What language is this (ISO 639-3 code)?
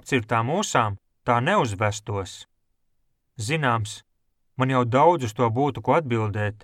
lav